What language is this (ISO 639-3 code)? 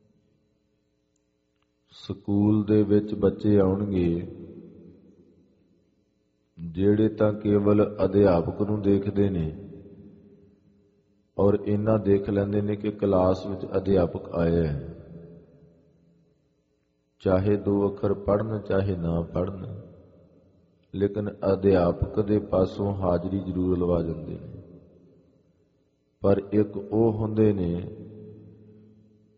pan